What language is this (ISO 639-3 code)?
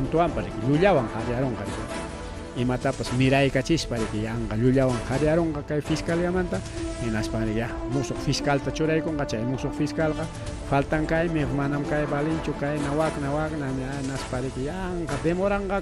quy